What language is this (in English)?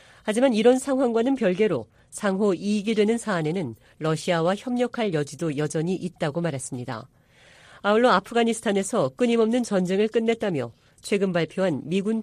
Korean